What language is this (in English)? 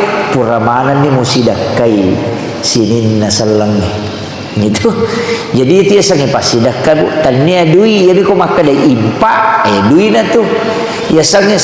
Buginese